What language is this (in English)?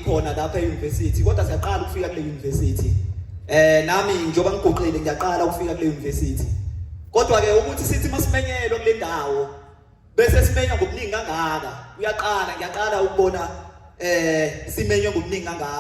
Zulu